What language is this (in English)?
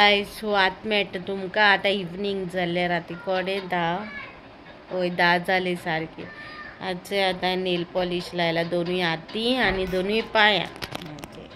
Konkani